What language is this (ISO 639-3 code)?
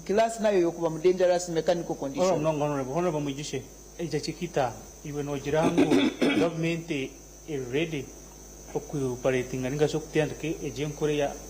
nyn